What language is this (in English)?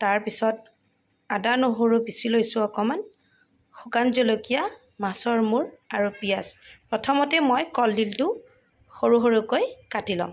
Assamese